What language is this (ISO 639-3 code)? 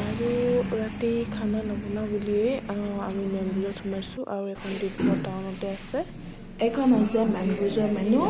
asm